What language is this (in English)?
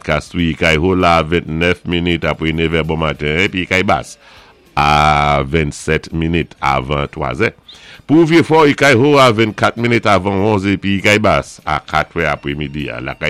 Saint Lucian Creole French